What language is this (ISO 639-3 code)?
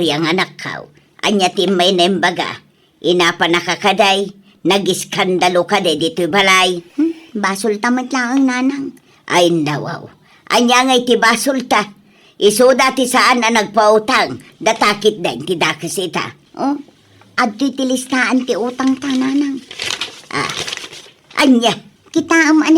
ilo